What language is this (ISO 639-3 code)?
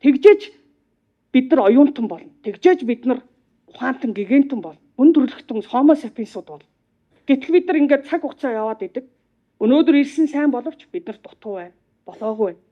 mon